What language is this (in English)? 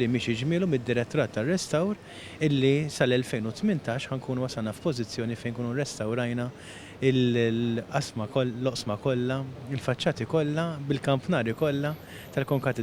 Maltese